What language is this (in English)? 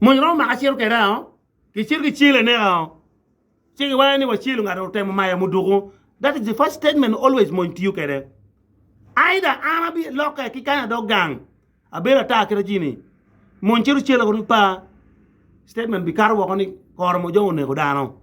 Acoli